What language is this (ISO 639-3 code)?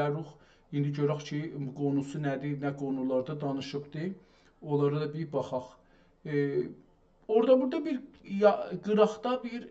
azb